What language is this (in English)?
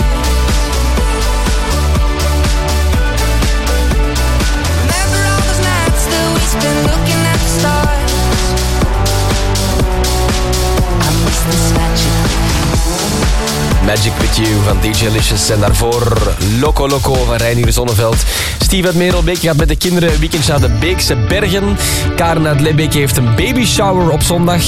Dutch